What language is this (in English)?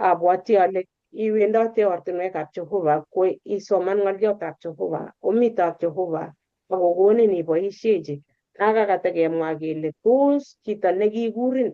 Kalenjin